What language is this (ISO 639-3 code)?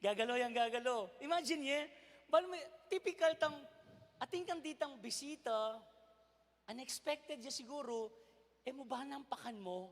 pam